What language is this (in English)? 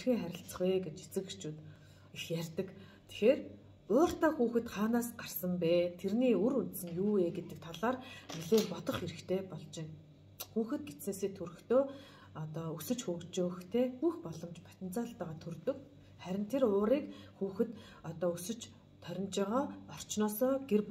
Mongolian